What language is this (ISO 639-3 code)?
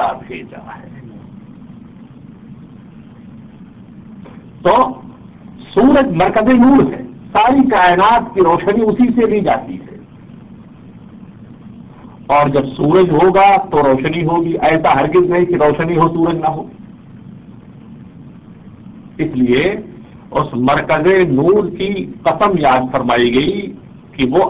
urd